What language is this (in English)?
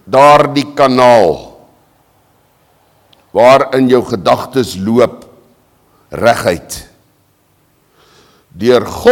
Afrikaans